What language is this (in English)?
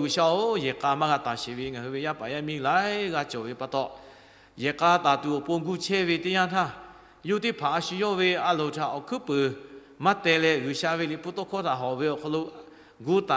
Lahu